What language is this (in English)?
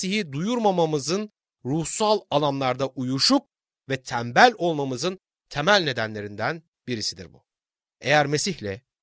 Turkish